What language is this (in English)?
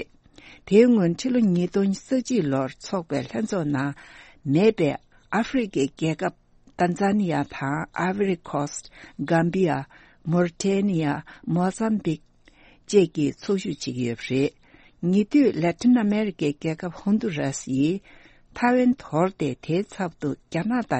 Tibetan